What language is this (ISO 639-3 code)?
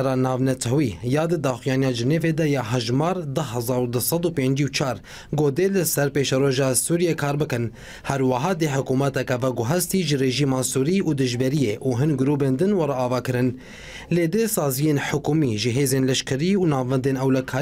kur